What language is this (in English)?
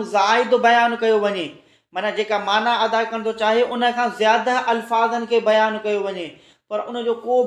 Sindhi